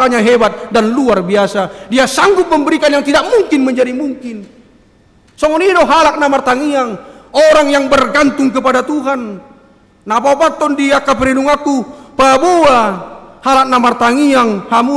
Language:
Batak Toba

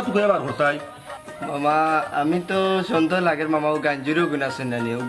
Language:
Sylheti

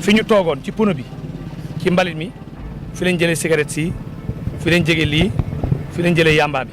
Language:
Wolof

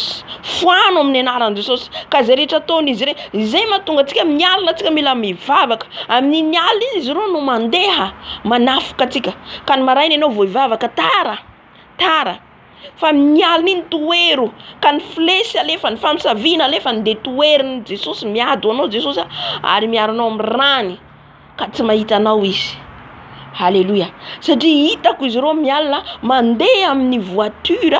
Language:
Malagasy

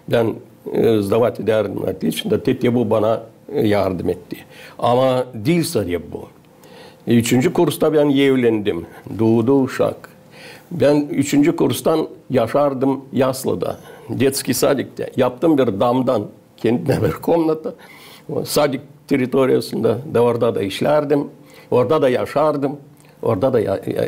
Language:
Gagauz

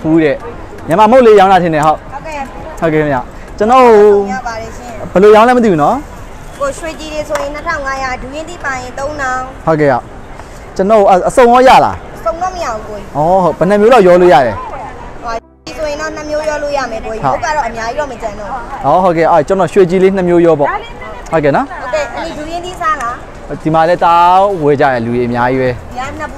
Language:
Burmese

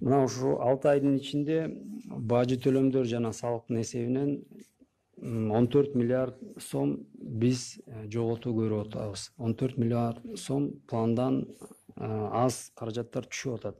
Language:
Kyrgyz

